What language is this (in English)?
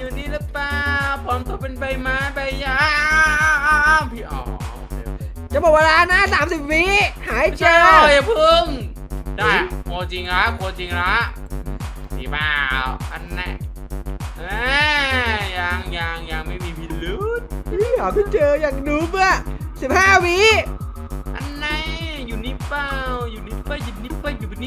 Thai